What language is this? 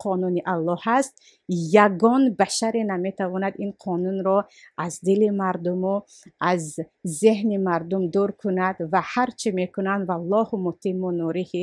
Tajik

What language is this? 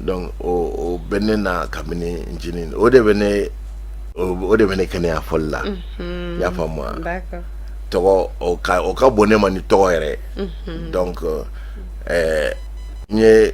Bambara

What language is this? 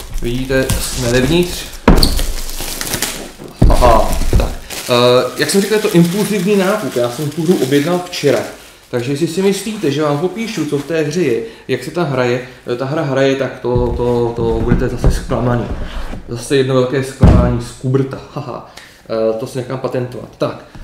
Czech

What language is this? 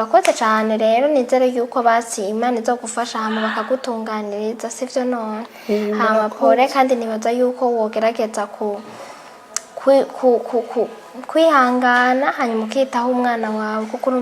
Rundi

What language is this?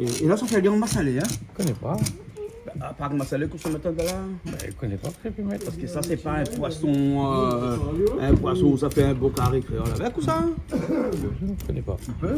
Réunion Creole French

